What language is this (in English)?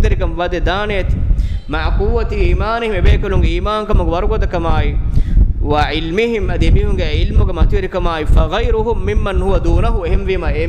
Divehi